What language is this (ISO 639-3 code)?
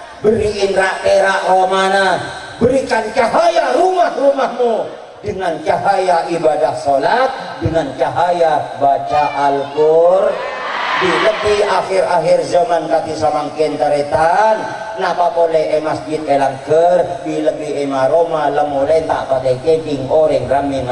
mad